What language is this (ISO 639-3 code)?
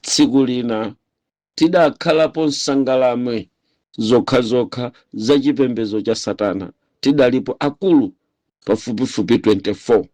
nya